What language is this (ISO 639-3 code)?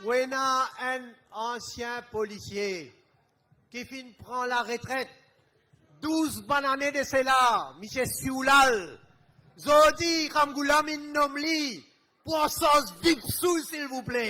mfe